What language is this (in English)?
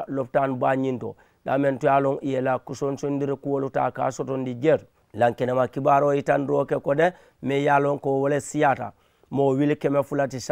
Mandingo